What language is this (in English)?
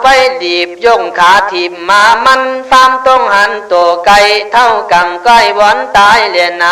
Khün